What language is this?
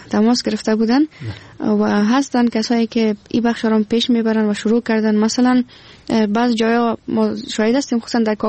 Persian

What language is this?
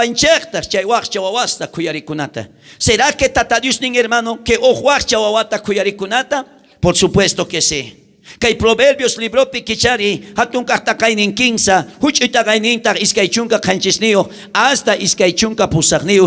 South Bolivian Quechua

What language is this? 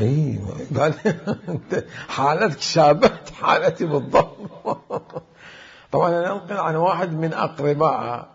Mesopotamian Arabic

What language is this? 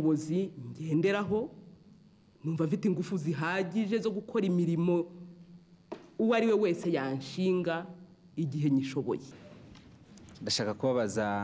Kinyarwanda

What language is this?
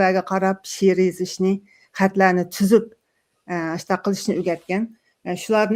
Uyghur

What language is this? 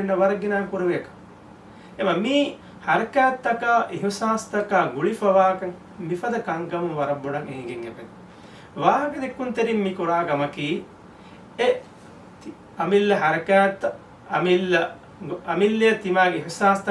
Divehi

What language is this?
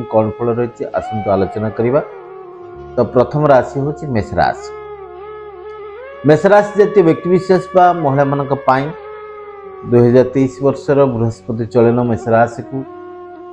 Odia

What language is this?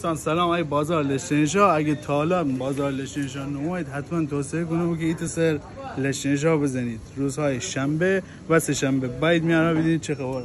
Gilaki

